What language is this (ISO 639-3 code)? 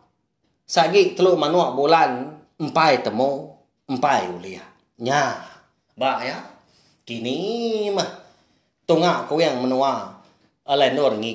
iba